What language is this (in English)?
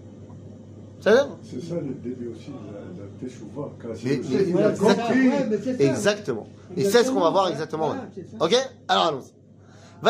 French